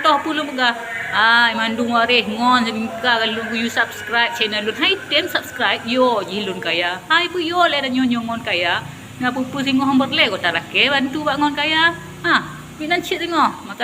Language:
Achinese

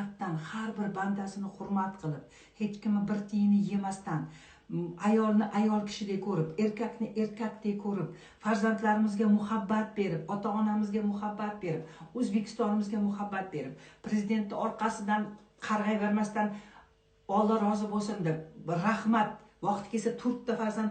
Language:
Uzbek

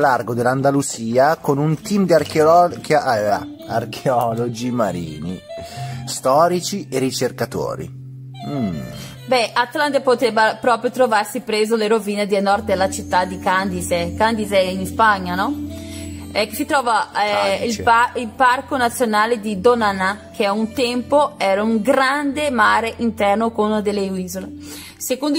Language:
Italian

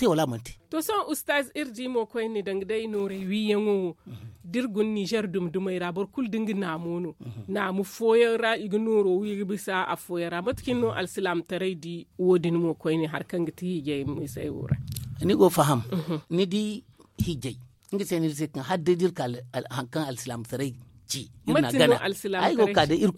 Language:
Zarma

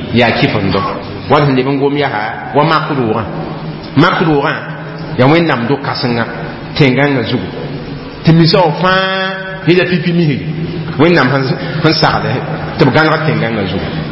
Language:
Mossi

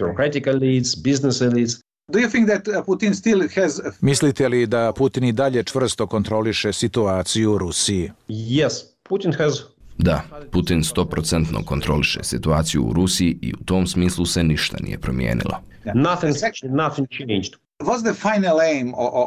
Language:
Bosnian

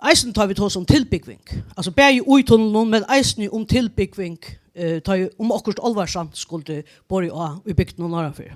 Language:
Faroese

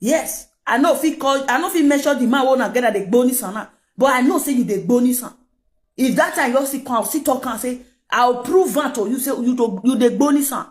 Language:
Nigerian Pidgin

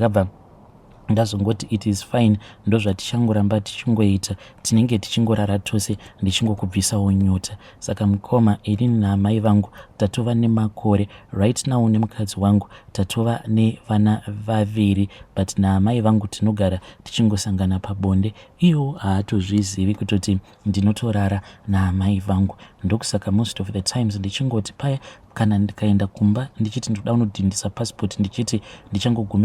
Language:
Shona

